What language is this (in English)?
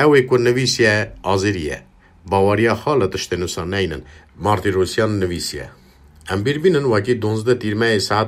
Kurdish